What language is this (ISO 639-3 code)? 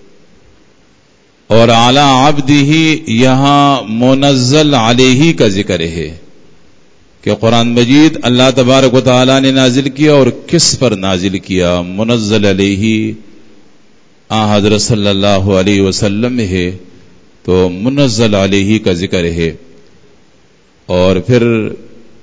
urd